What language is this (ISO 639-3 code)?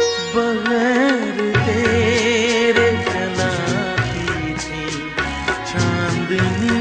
hin